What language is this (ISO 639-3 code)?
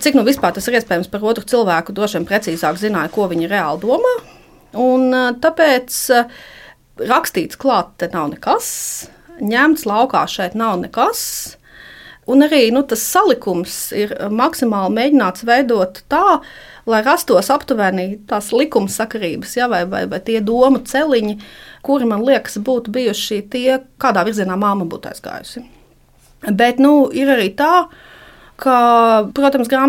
lav